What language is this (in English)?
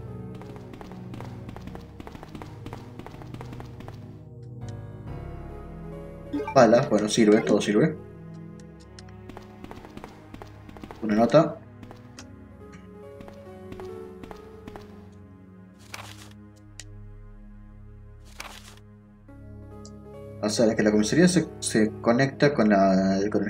Spanish